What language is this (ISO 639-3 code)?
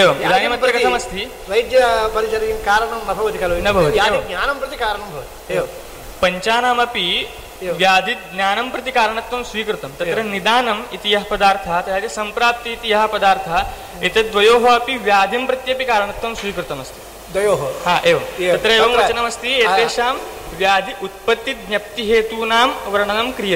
san